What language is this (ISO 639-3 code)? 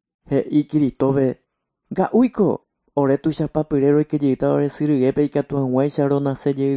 grn